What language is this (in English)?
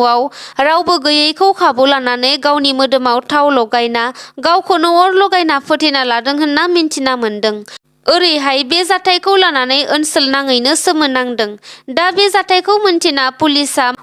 Bodo